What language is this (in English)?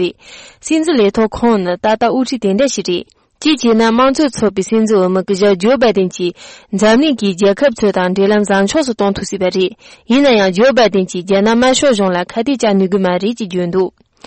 Tibetan